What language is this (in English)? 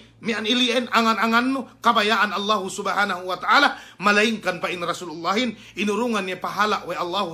Yakan